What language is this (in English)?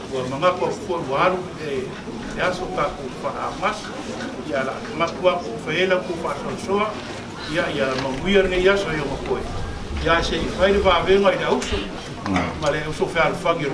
Samoan